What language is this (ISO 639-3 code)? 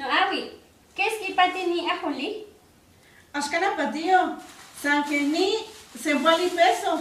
nhe